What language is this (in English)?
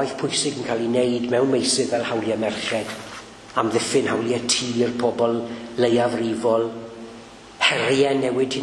Welsh